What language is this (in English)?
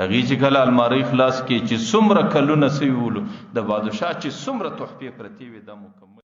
Pashto